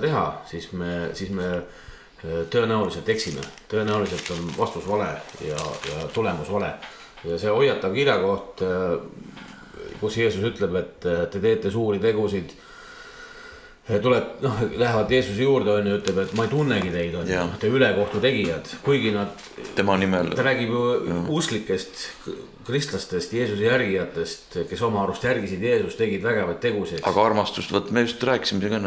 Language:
Estonian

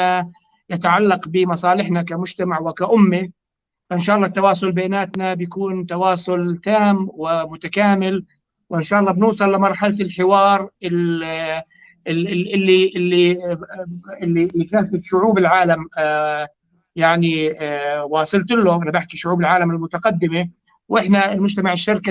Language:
North Levantine Arabic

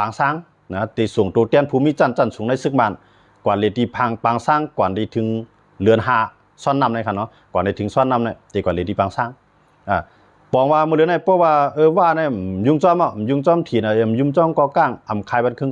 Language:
Shan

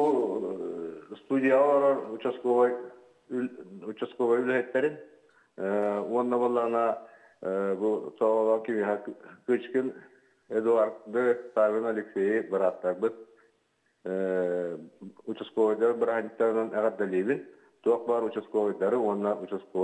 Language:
Yakut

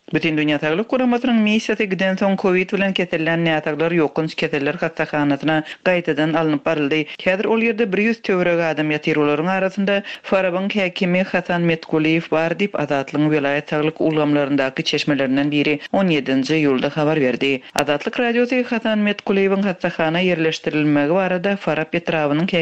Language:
Turkmen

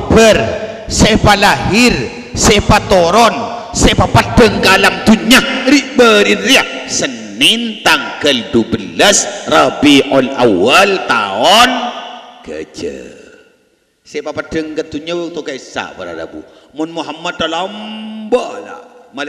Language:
Madurese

